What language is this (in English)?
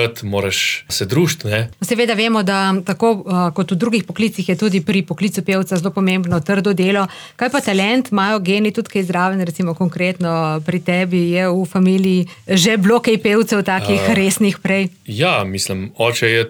Slovenian